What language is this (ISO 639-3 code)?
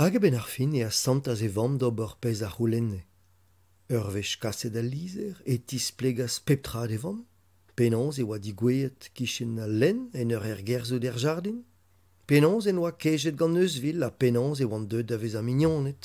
bre